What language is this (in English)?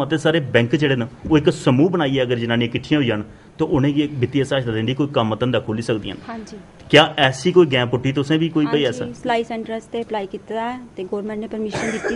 Dogri